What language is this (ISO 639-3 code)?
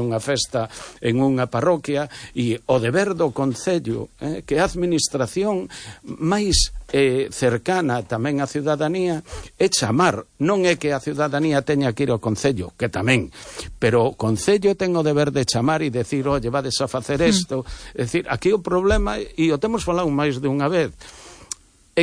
glg